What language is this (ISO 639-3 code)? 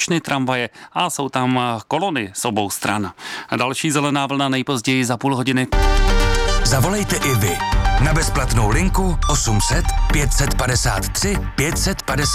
ces